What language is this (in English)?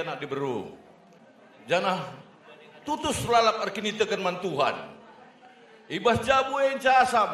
Batak Karo